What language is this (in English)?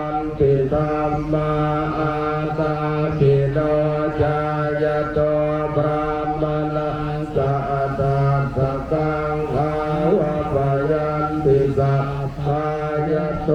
Pali